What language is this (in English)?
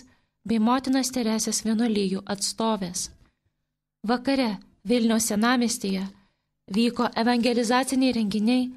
Lithuanian